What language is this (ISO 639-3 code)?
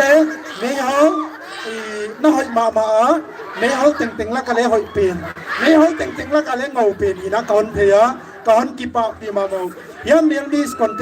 pck